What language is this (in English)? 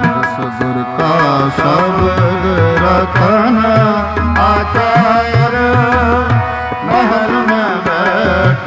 Punjabi